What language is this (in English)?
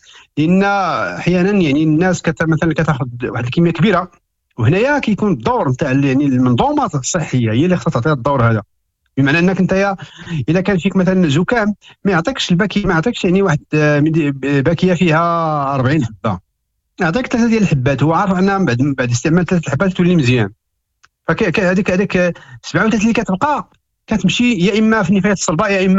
Moroccan Arabic